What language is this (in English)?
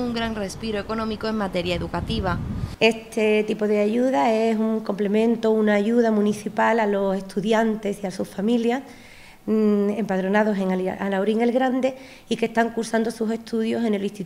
Spanish